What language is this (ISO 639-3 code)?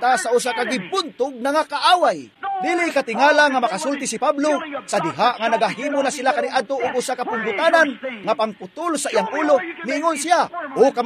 ceb